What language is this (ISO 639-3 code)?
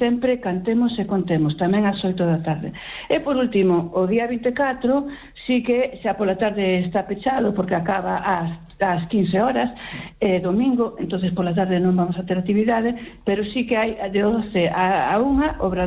glg